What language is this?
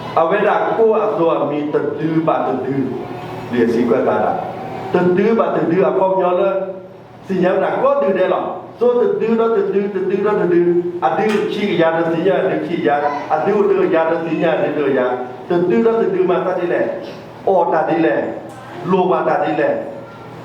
S'gaw Karen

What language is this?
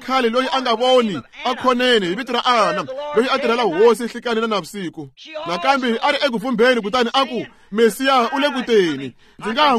Tsonga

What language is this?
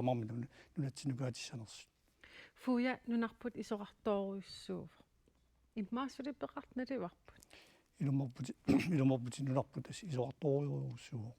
Kalaallisut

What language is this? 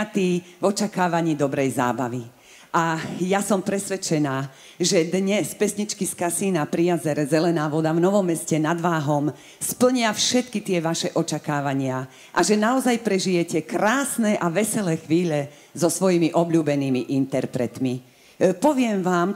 Slovak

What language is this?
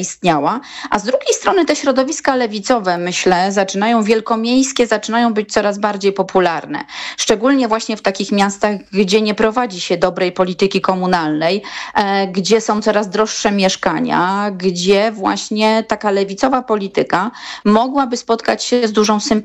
Polish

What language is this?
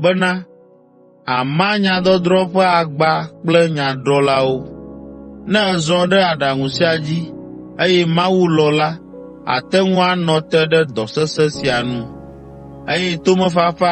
Ewe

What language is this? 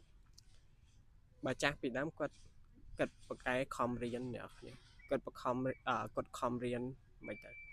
Khmer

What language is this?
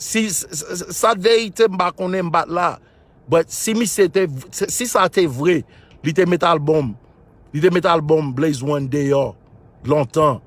Haitian Creole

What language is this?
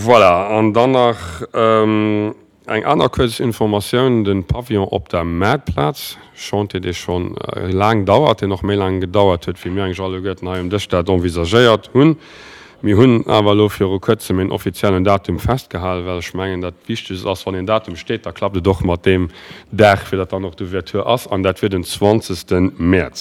Luxembourgish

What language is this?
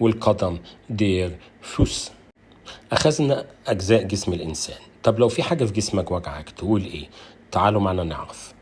Egyptian Arabic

